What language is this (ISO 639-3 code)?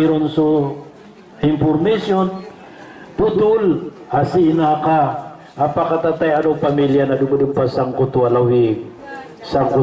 mrw